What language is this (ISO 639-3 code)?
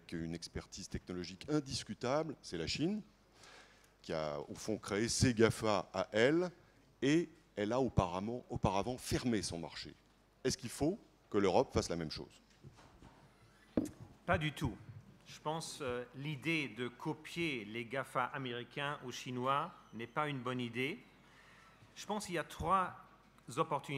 fra